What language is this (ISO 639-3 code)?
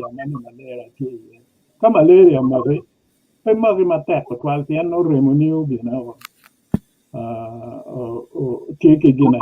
ach